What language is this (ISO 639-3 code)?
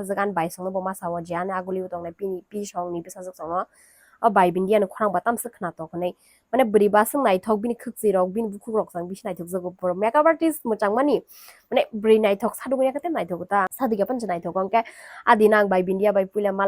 trp